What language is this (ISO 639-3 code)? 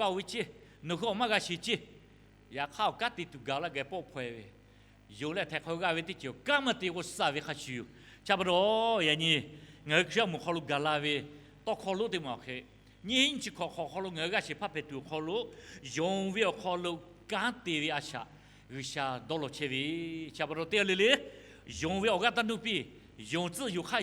lhu